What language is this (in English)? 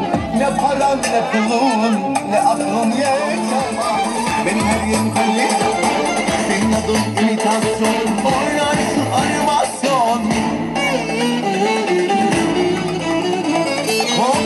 Turkish